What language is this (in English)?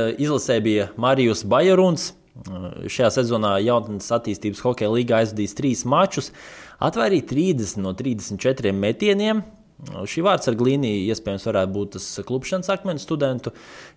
Latvian